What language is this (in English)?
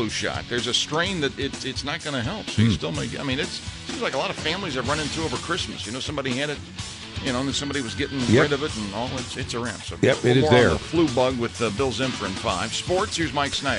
English